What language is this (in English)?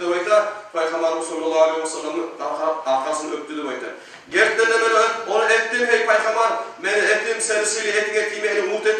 Kumyk